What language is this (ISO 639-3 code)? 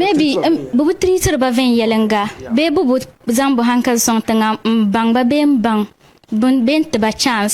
dag